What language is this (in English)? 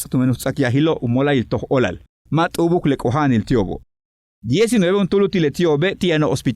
Yucateco